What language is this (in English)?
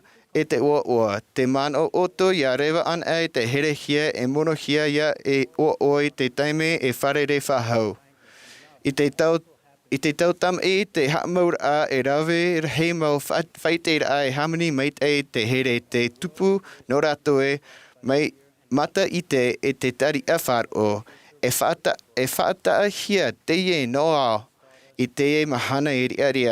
Tahitian